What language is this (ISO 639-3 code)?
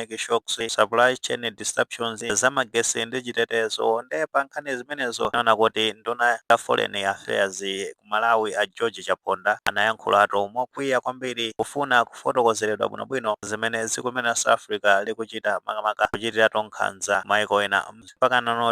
nya